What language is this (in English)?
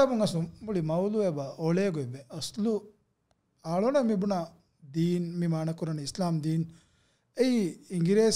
Divehi